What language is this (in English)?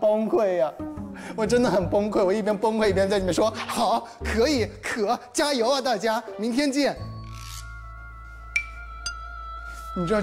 Chinese